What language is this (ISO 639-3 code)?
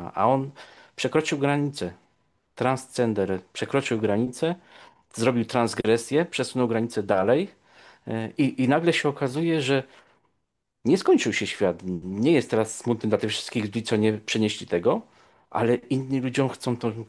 pol